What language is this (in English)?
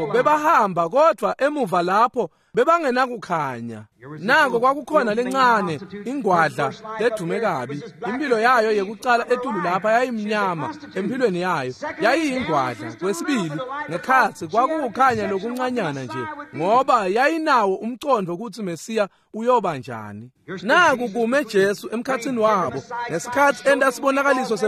Swati